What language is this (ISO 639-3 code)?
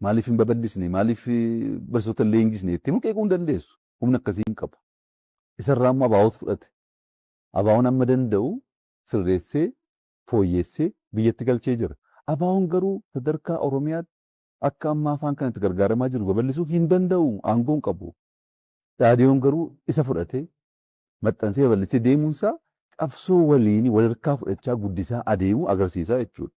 orm